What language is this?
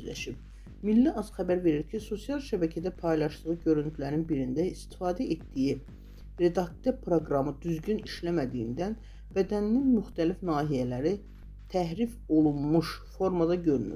Azerbaijani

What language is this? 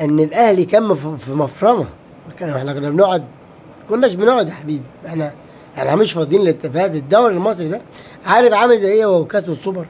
Egyptian Arabic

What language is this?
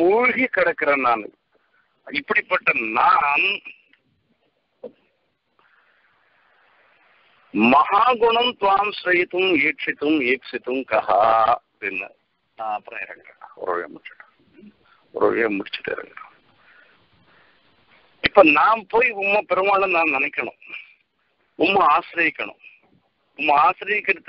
Tamil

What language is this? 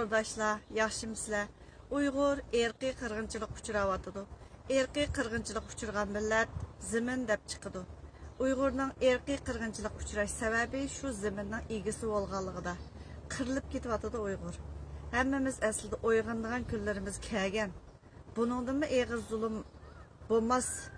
Uyghur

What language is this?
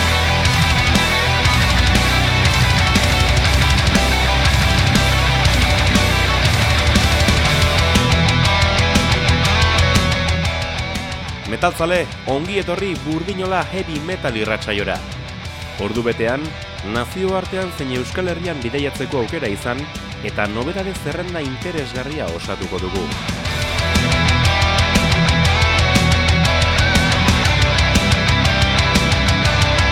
Basque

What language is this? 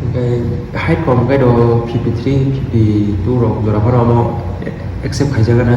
Kok Borok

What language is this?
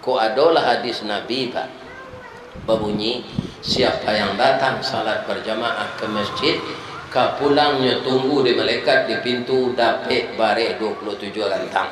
Minangkabau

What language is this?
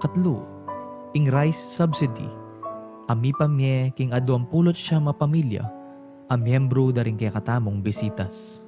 Pampanga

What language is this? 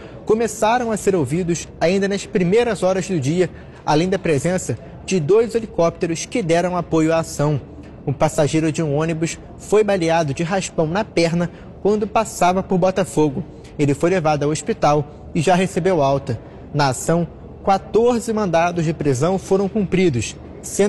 Portuguese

